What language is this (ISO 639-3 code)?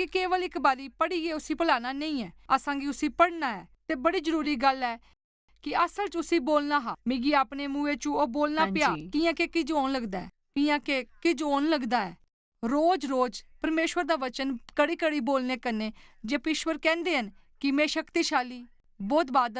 doi